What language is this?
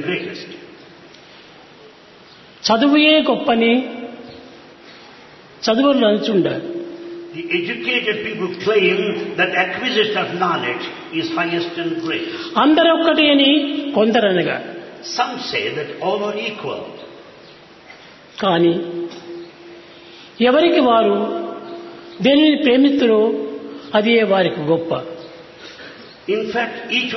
Telugu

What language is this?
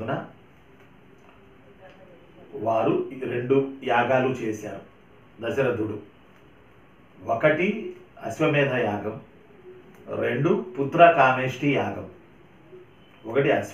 Telugu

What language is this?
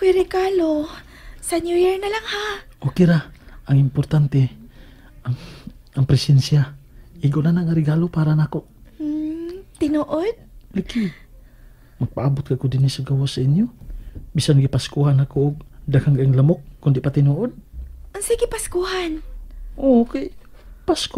Cebuano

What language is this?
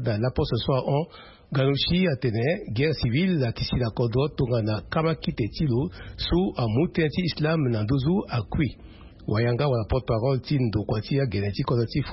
Sango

